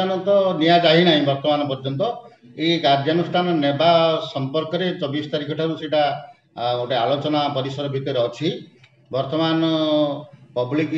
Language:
Odia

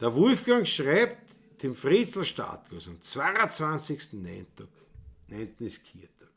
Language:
Bavarian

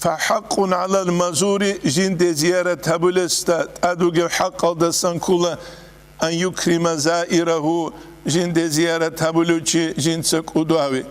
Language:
Avaric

